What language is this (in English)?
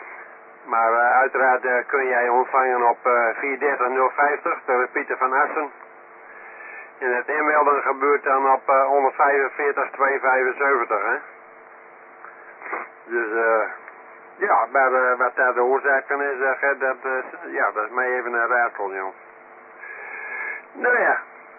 Dutch